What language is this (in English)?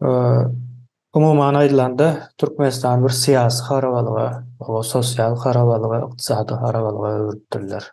Turkmen